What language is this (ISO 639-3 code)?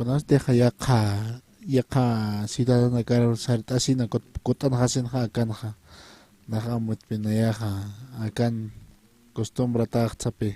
aym